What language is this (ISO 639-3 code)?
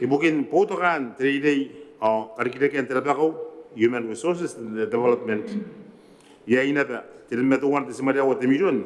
gil